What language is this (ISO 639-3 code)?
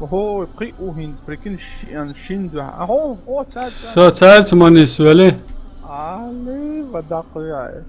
che